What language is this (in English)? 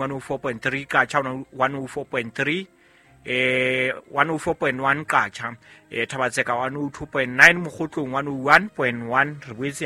Southern Sotho